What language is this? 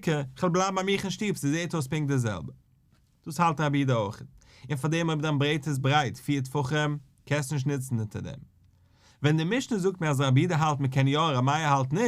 Yiddish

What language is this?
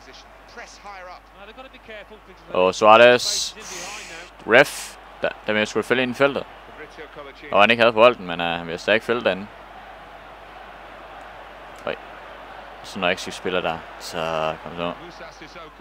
Danish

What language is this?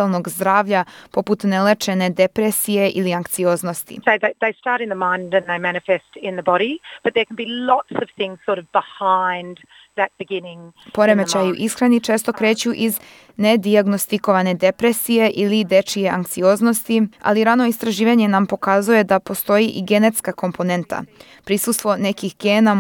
Serbian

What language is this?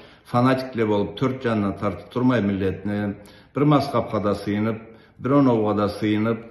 Karachay-Balkar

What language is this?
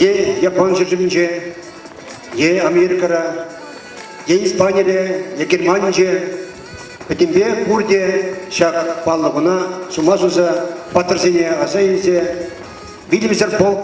Chuvash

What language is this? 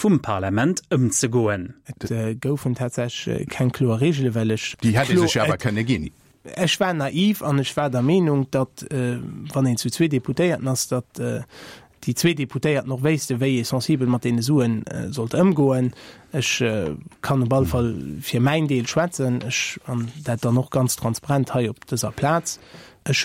Luxembourgish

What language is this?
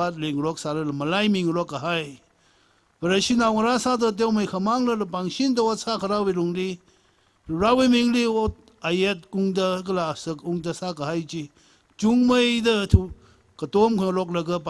Tangkhul Naga (India)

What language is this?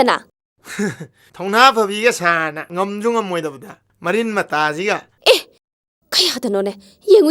Manipuri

